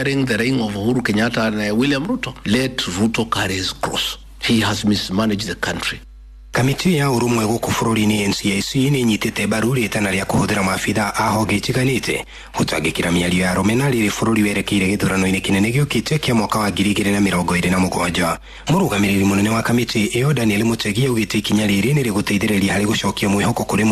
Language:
Kikuyu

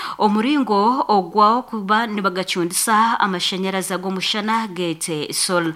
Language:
Nyankole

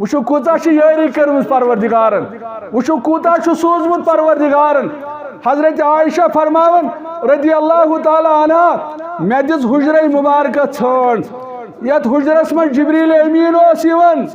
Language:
Kashmiri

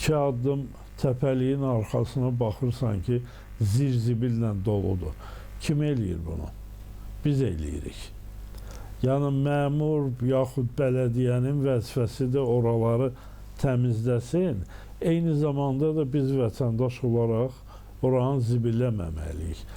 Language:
Azerbaijani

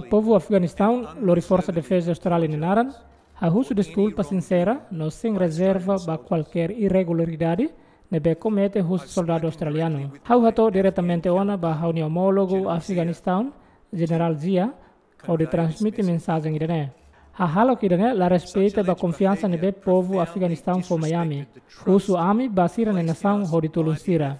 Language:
Tetum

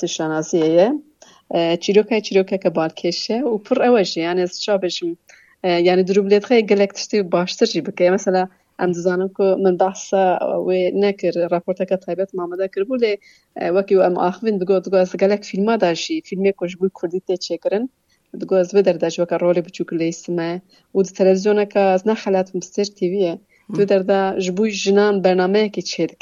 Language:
Kurdish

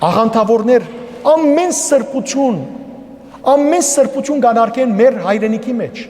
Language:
Western Armenian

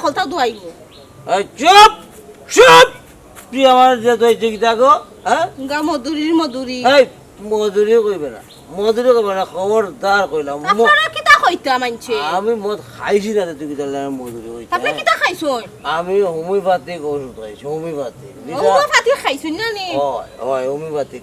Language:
Sylheti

